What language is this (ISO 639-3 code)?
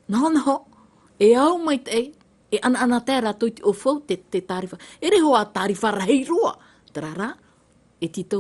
tah